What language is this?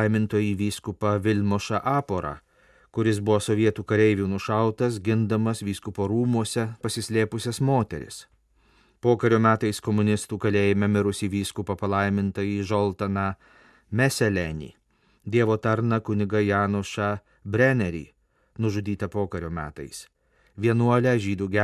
Lithuanian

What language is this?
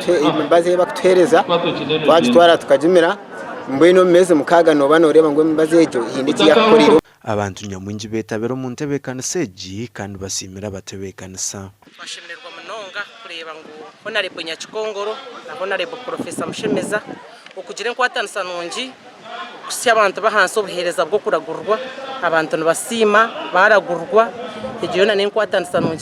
Nyankole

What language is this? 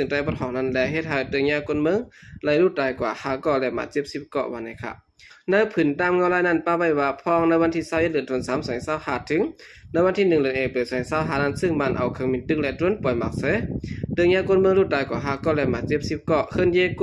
Shan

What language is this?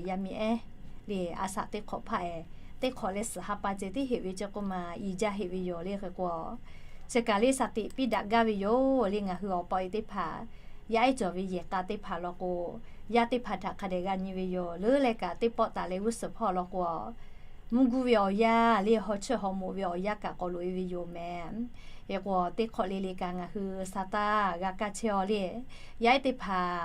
Lahu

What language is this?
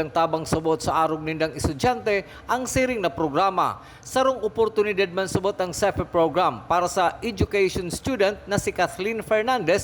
Bikol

